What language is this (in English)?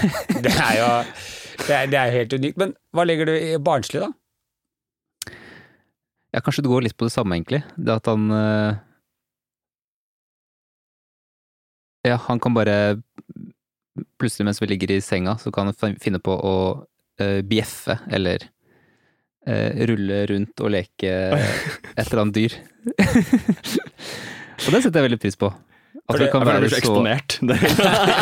Norwegian